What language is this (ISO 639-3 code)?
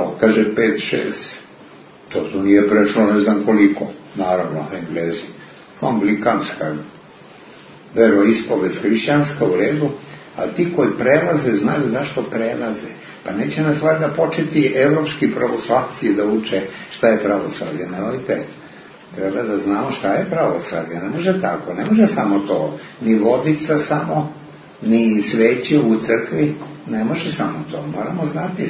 srp